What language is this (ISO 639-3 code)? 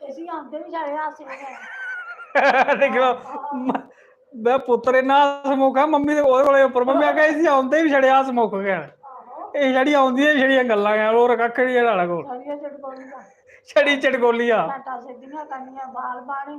doi